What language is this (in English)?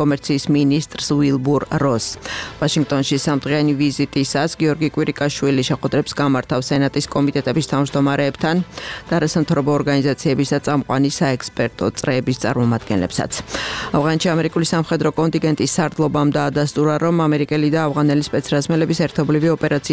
Georgian